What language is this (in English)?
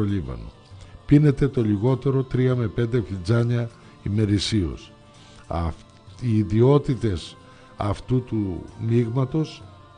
Greek